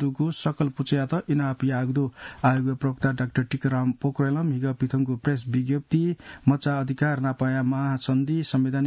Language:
Newari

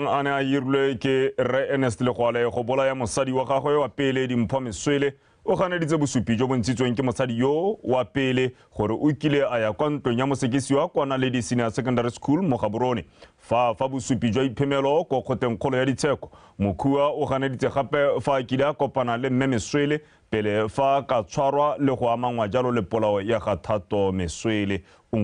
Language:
Tswana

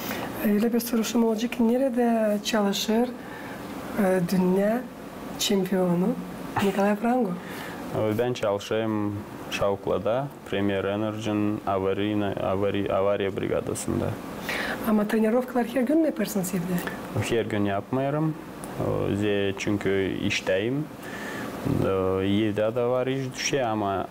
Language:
Gagauz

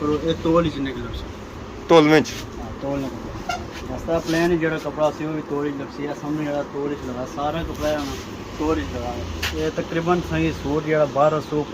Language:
Pahari-Potwari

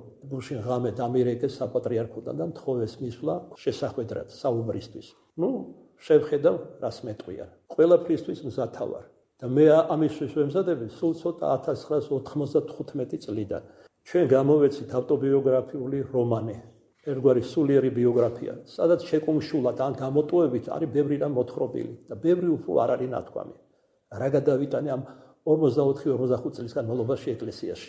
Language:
Georgian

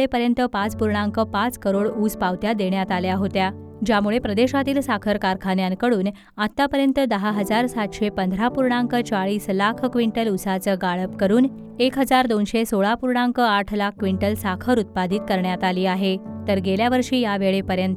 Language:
Marathi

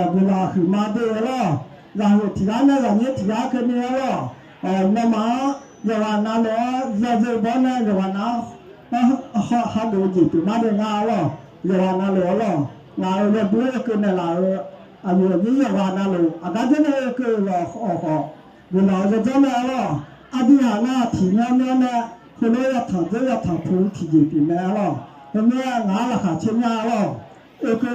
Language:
Akha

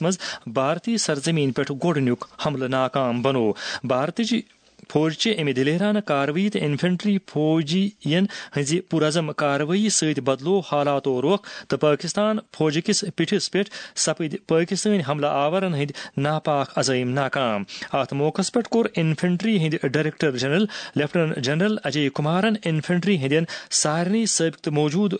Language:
Kashmiri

